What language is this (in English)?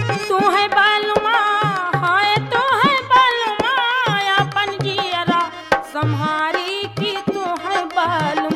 Bhojpuri